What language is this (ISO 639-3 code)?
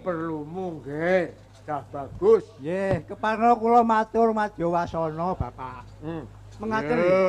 jav